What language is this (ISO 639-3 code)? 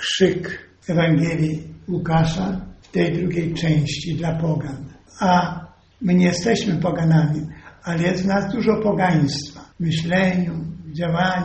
pol